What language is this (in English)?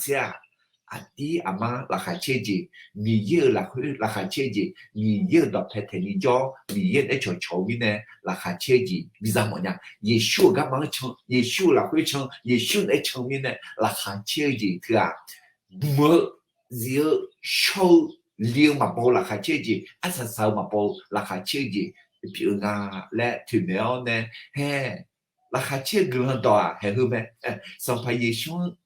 Akha